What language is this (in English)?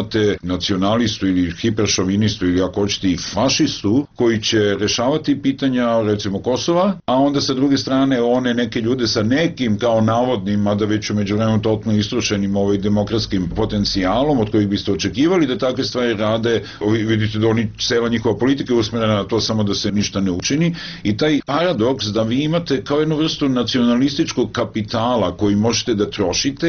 Serbian